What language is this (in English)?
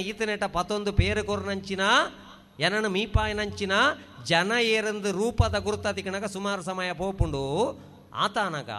Tulu